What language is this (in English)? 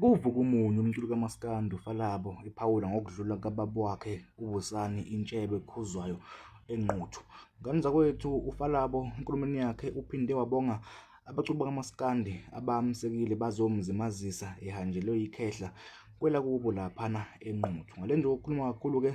Zulu